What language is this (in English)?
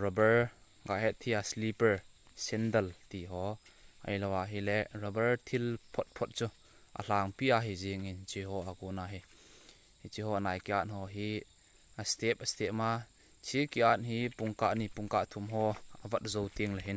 Thado Chin